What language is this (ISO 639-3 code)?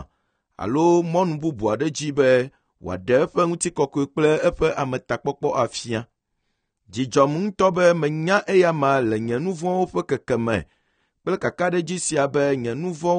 ewe